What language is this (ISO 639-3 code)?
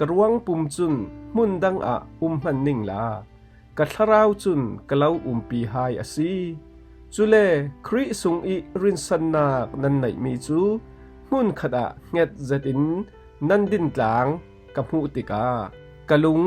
cfm